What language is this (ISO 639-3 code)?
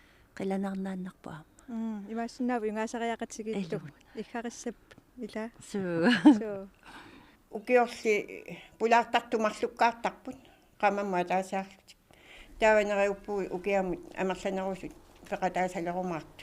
kal